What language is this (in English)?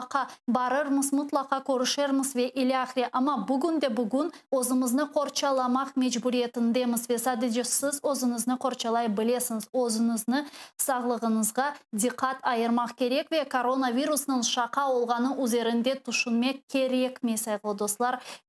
Crimean Tatar